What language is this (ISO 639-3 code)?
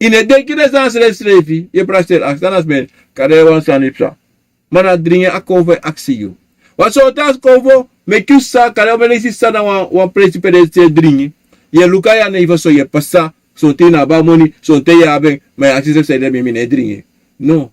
srn